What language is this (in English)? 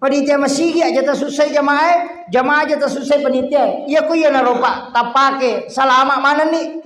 Buginese